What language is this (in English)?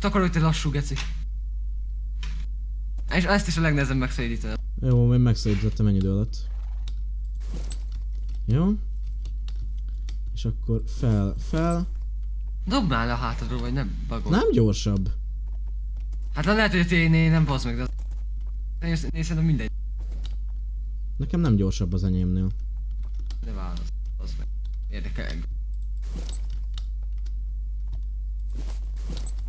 Hungarian